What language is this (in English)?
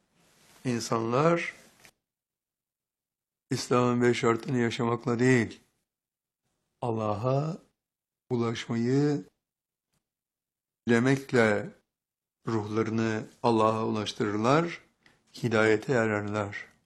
Turkish